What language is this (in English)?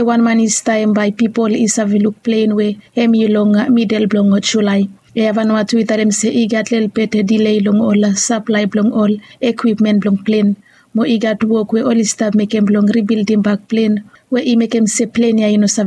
Bislama